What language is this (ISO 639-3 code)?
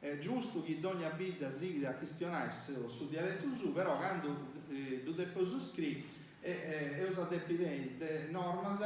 srd